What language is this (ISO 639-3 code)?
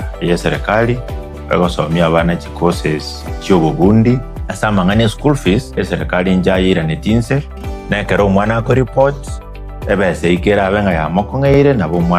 guz